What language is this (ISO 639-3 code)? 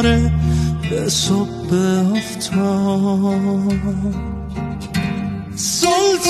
fas